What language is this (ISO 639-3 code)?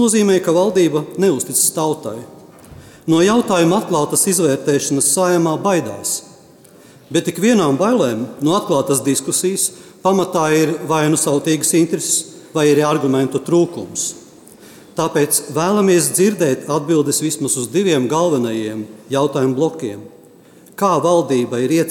lav